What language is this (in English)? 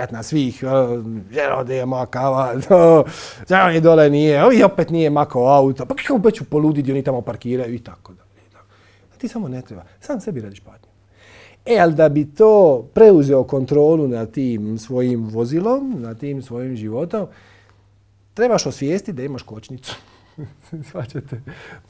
Croatian